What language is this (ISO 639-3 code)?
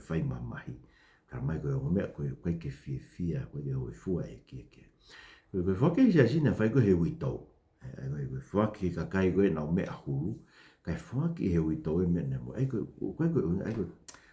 ton